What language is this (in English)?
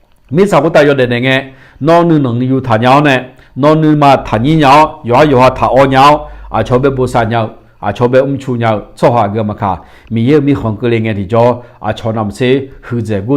Akha